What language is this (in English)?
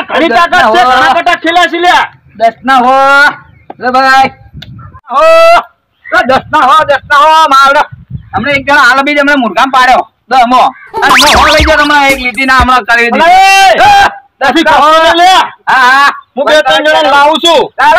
Gujarati